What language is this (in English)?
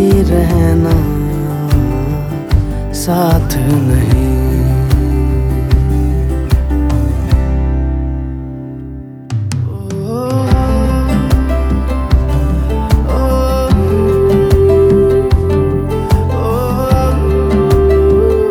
Hindi